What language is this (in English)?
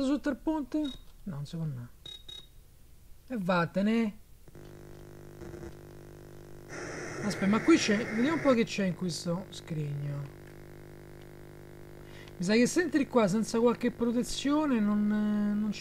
Italian